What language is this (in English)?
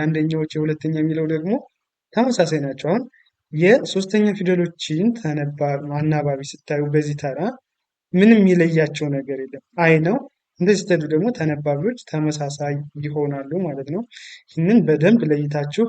Amharic